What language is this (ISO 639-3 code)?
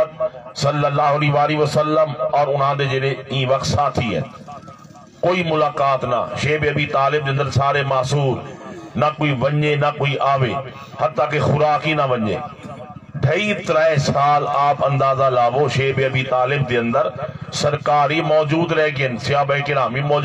skr